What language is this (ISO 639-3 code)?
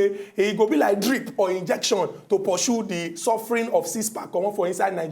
pcm